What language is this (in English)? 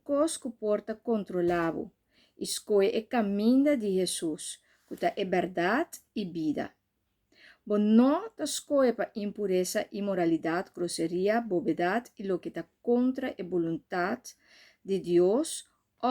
Papiamento